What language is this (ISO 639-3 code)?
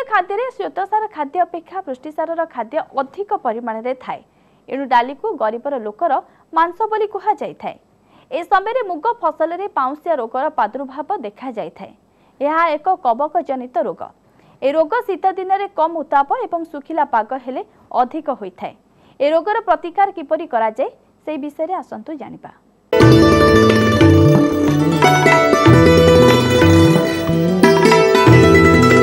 ori